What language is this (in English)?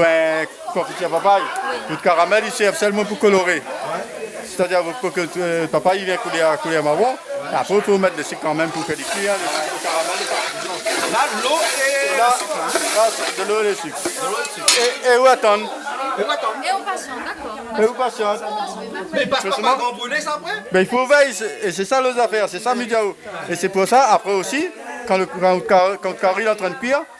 Réunion Creole French